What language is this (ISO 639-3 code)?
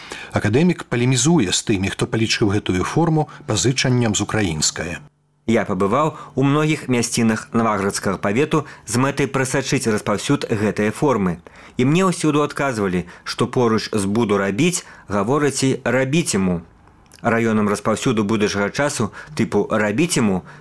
bel